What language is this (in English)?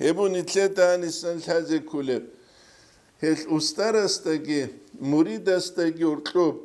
Avaric